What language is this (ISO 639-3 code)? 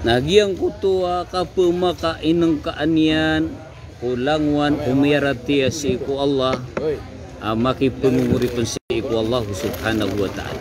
mrw